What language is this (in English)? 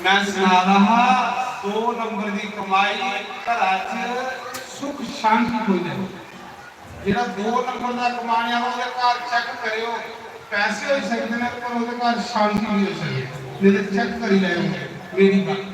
Dogri